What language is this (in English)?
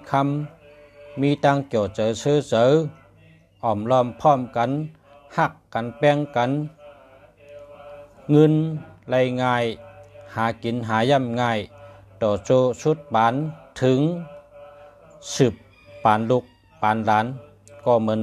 Shan